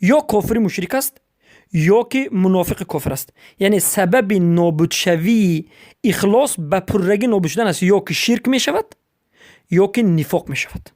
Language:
Persian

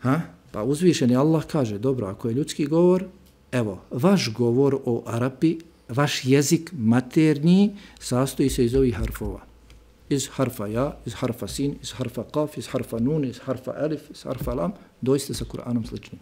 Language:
Bosnian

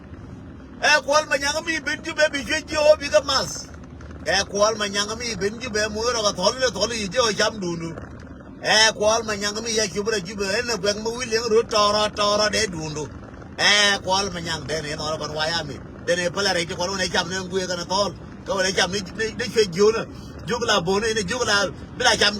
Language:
Nuer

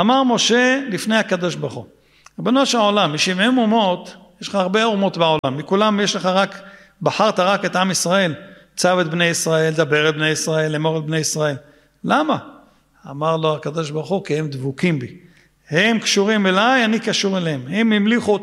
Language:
Hebrew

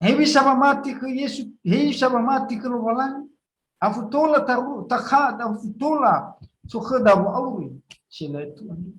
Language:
Nias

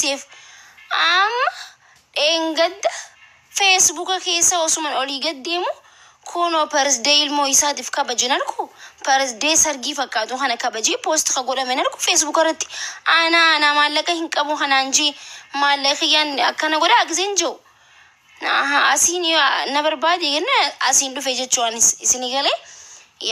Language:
Oromo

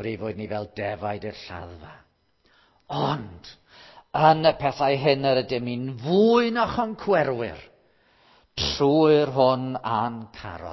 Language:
Welsh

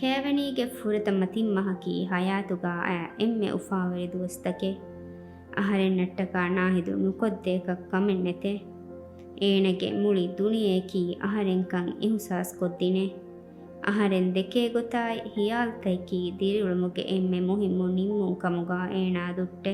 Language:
Divehi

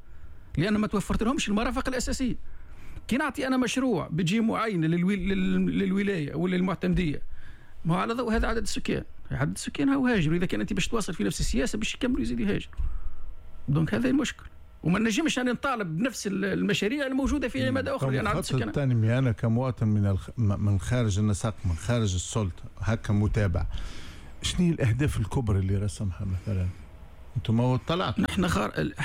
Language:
Tunisian Arabic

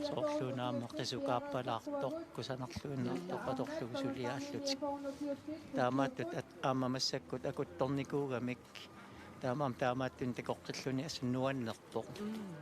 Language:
Kalaallisut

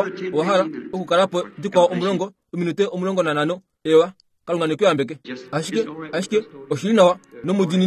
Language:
Kuanyama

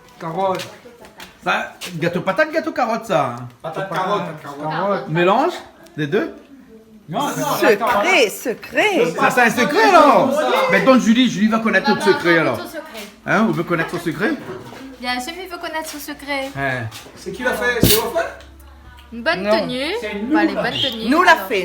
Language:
Réunion Creole French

